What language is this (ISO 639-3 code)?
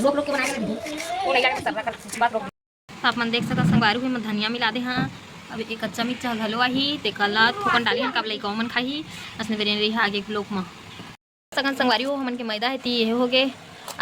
hne